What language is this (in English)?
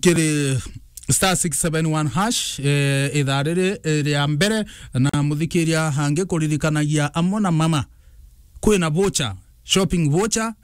Meru